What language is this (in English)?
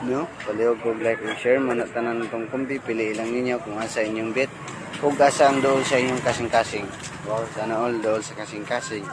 Cebuano